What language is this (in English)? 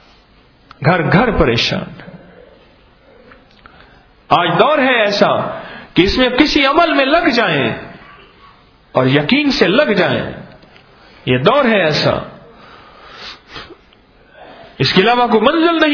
Urdu